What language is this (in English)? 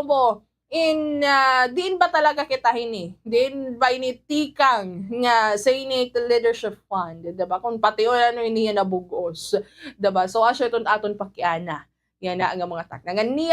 Waray